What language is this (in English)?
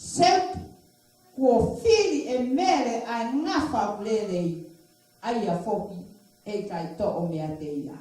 Tongan